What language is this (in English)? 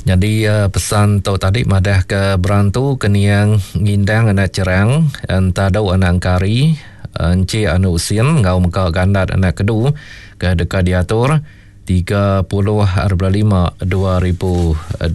Iban